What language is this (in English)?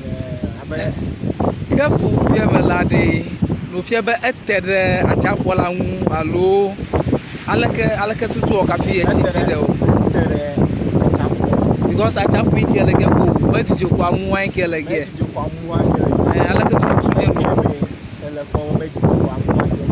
Ewe